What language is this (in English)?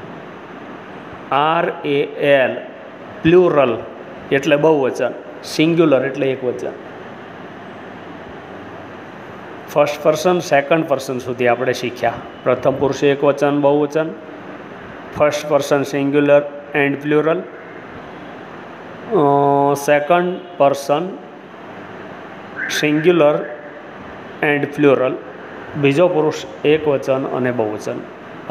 Gujarati